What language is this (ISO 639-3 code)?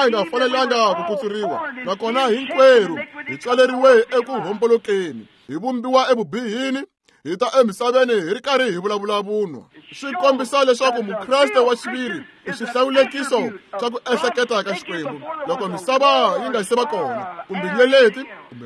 tso